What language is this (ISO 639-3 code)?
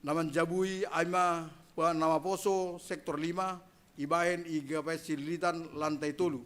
bts